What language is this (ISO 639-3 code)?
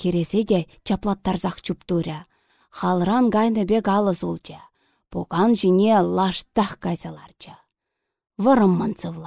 chv